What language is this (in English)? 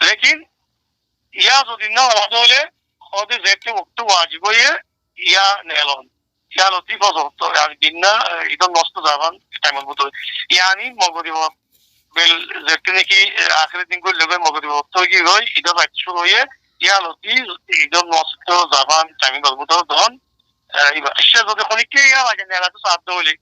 Rohingya